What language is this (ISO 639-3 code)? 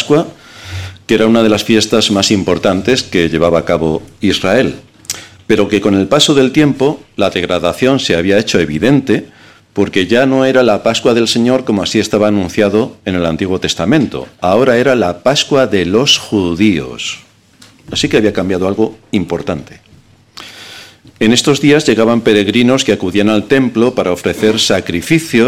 spa